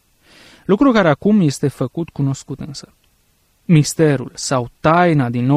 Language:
Romanian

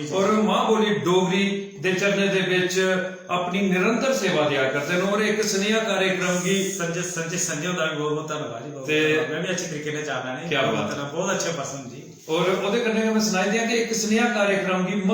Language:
Dogri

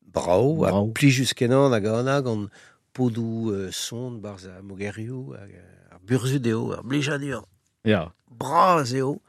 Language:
Breton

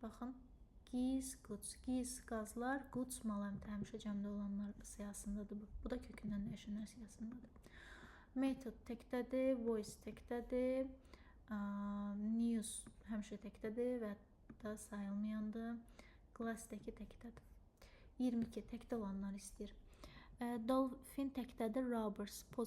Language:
Azerbaijani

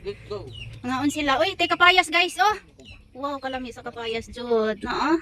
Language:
Cebuano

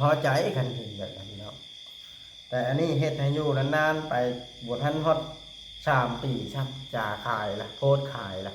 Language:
Lao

